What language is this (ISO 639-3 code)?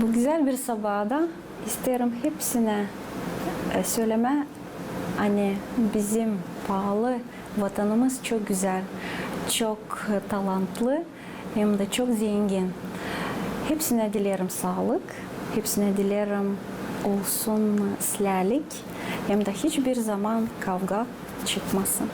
gag